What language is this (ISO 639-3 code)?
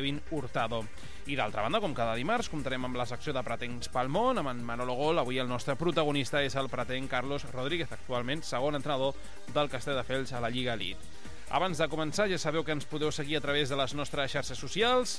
cat